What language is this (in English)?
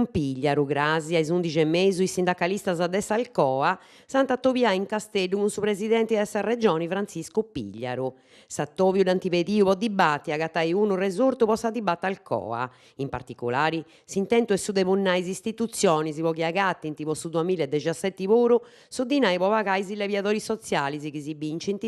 Sardinian